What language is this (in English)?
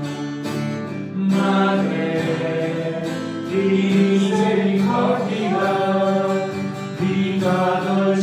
Italian